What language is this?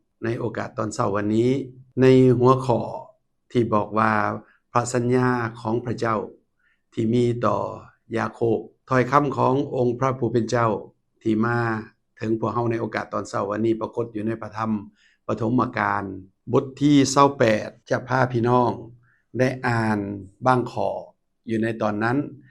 Lao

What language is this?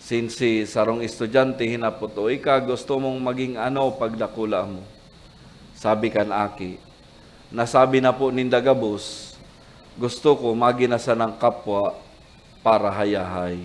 Bikol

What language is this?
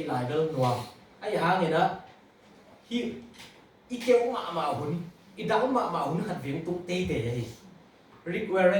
Tedim Chin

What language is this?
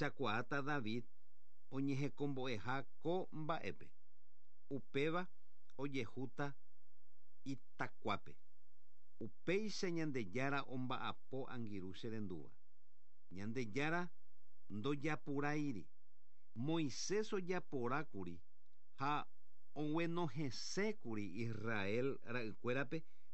Guarani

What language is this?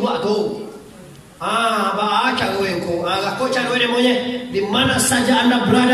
Minangkabau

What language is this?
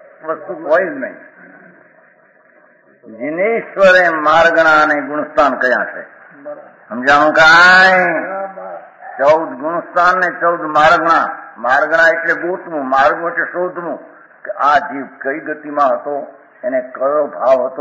Gujarati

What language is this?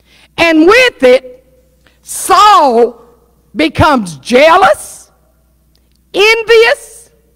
English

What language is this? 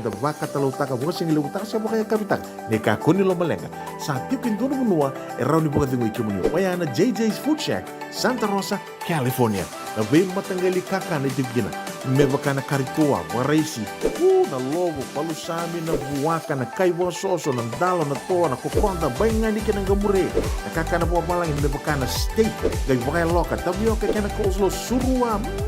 Fijian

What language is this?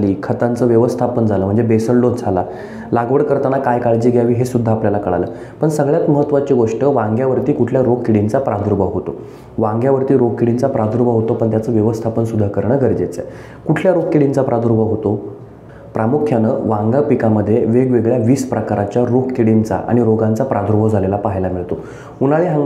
Marathi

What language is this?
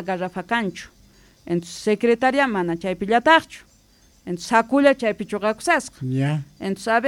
South Bolivian Quechua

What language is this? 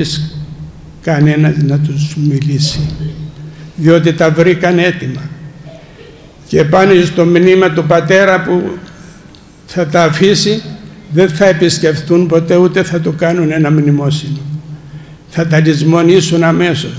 Greek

